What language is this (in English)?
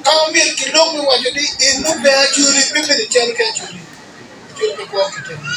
Acoli